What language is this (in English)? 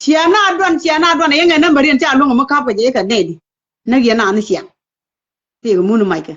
Nuer